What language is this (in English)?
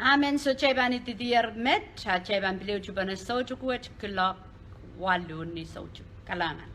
Pohnpeian